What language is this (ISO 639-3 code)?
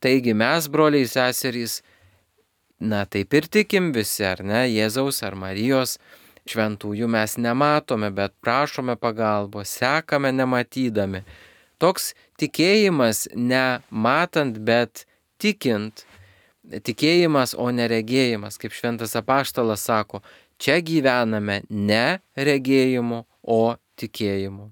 lit